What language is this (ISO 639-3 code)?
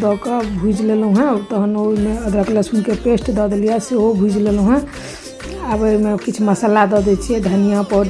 mai